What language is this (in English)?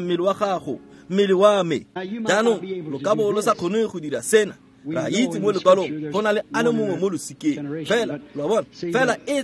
Tswana